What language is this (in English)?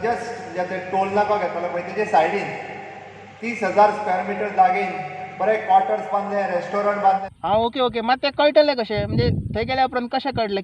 Konkani